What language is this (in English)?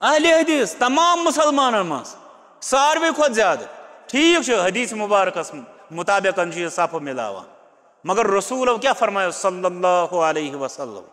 Kashmiri